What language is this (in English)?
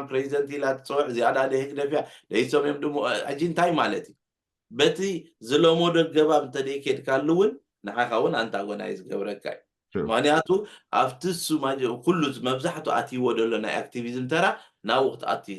Tigrinya